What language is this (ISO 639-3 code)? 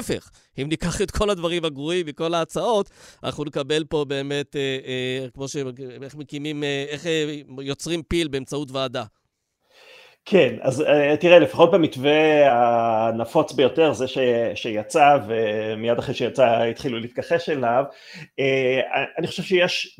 heb